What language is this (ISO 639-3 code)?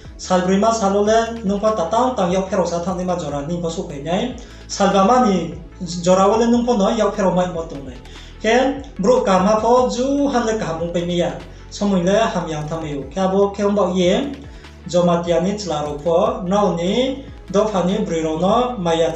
ria